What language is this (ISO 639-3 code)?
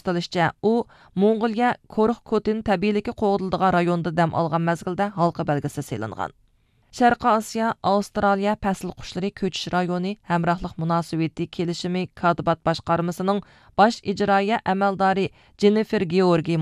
uig